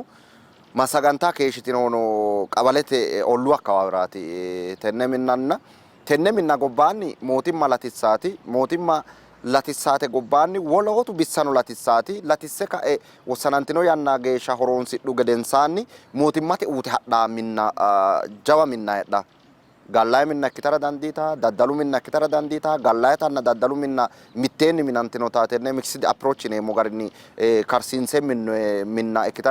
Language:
Sidamo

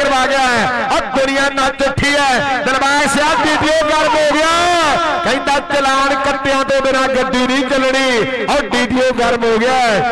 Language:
Punjabi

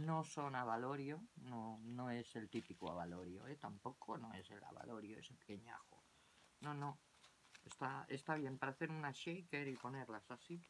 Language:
Spanish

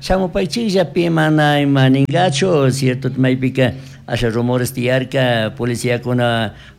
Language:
Chimborazo Highland Quichua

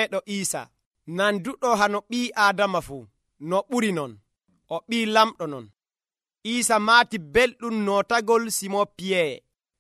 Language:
Nigerian Fulfulde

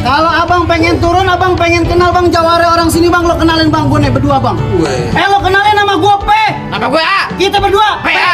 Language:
Betawi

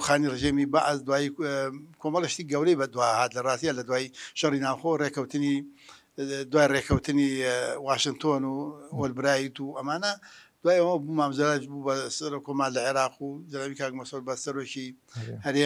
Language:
Central Kurdish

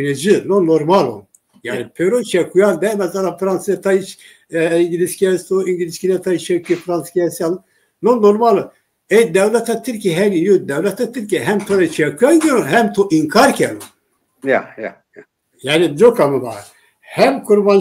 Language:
Zaza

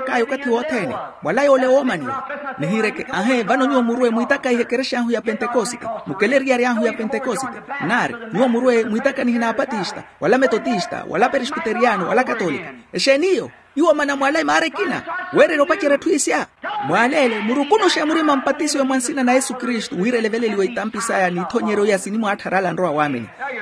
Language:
Makhuwa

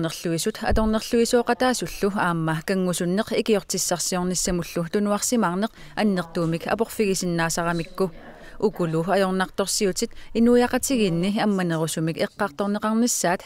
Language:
Kalaallisut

